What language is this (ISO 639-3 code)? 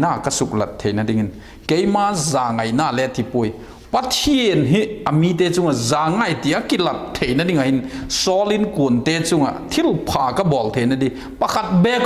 vap